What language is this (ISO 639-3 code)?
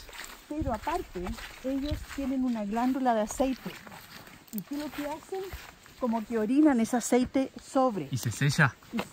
spa